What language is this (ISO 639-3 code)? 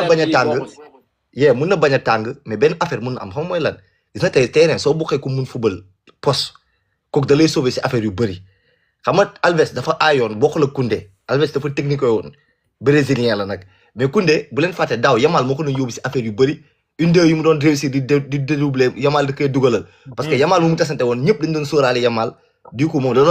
wol